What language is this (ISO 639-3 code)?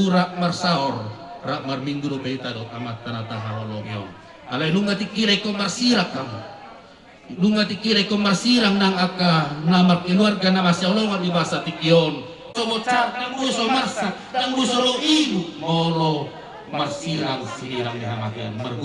bbc